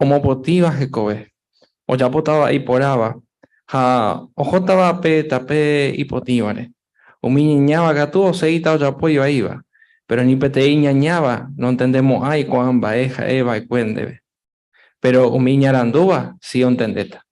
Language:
Guarani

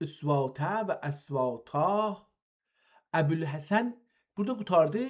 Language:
South Azerbaijani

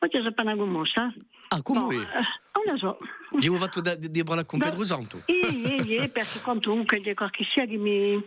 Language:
Corsican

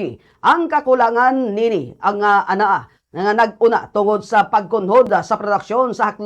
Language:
Cebuano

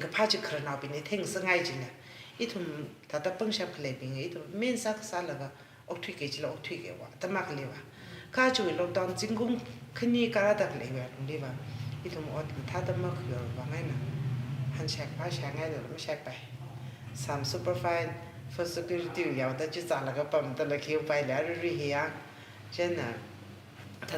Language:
Tangkhul Naga (India)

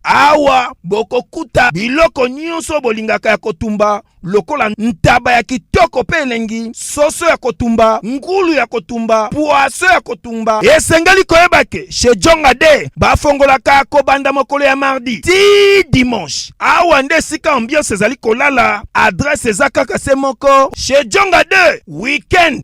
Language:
Lingala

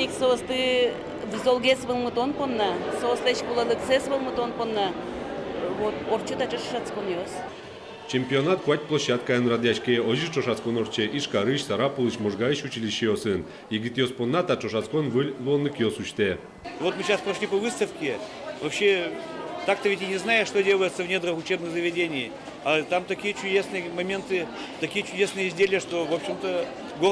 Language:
Udmurt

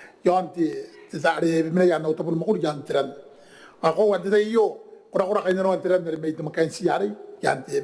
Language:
Gilbertese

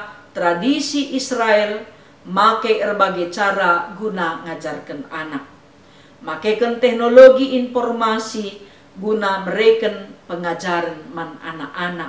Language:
Batak Karo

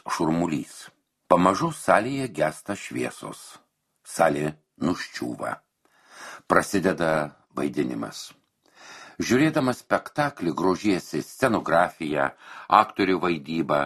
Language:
Lithuanian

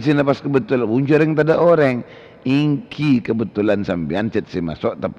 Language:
Madurese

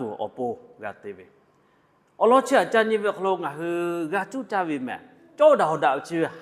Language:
Lahu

